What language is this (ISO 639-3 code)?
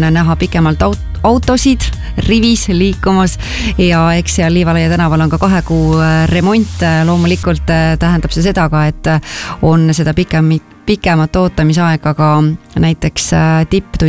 est